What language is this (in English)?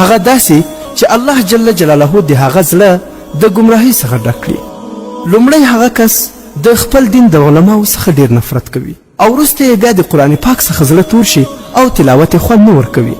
Pashto